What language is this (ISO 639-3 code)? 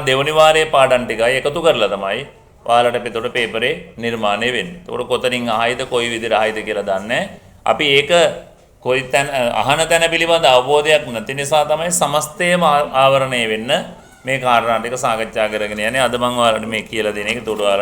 sin